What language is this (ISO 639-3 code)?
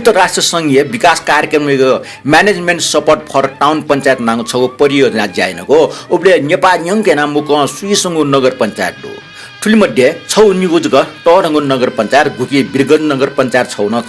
new